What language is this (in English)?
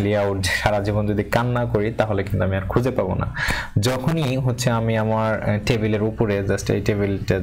Bangla